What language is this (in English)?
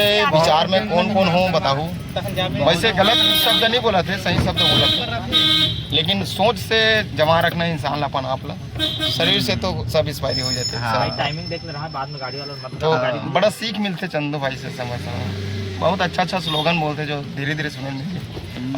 Chhattisgarhi